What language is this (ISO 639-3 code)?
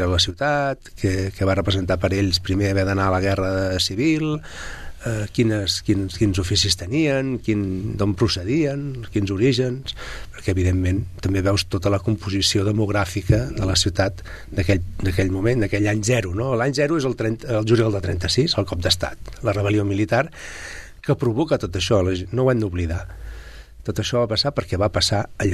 cat